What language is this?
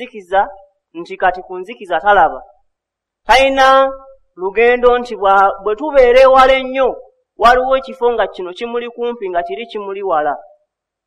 Ganda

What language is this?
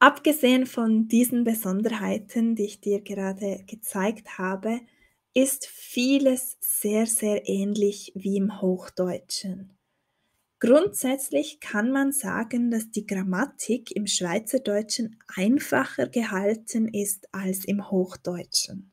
Swiss German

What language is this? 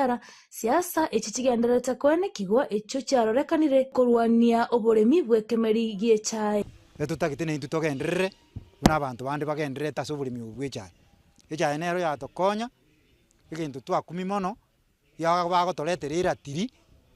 Gusii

